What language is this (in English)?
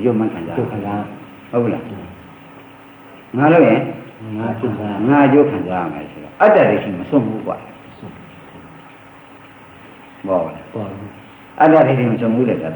Burmese